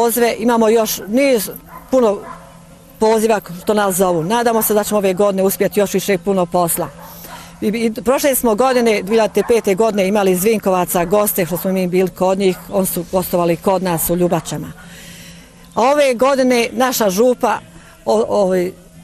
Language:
Bosnian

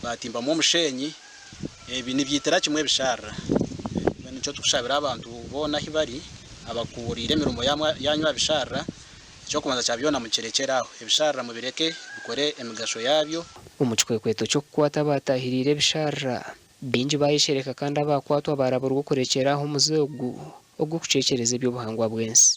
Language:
Nyankole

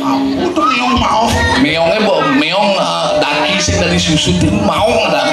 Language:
Balinese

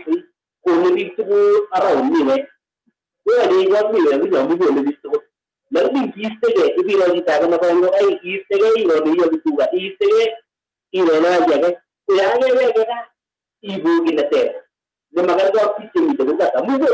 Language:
Kalenjin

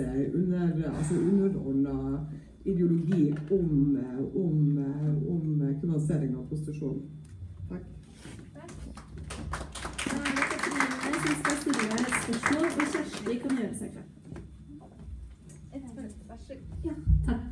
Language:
Norwegian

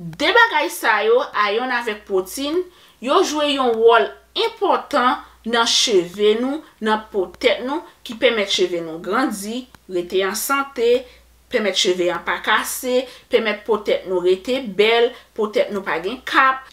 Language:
Haitian Creole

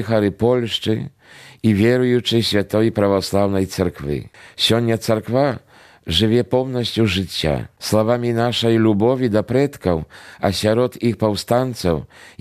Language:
Belarusian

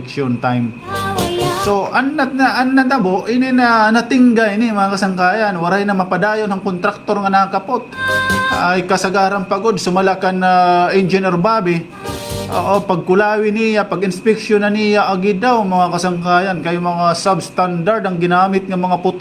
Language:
Waray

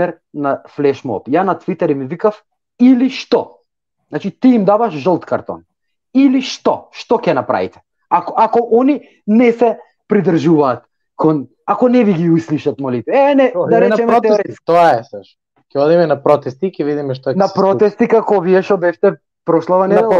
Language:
Macedonian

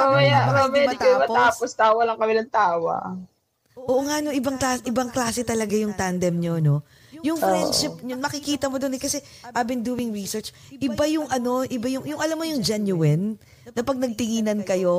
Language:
Filipino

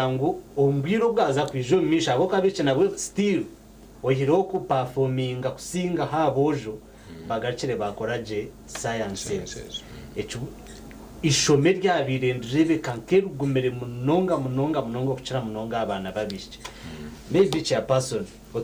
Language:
Nyankole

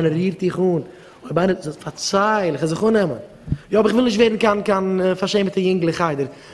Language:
Yiddish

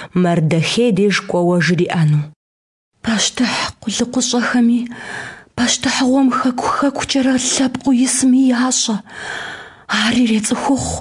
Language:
Kabardian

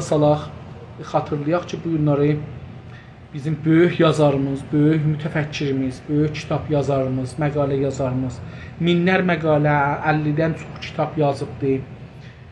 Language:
South Azerbaijani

